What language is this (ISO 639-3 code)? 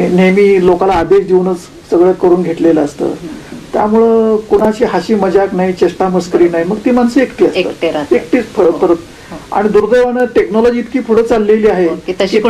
mar